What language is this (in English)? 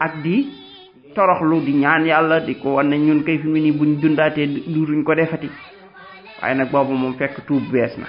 Wolof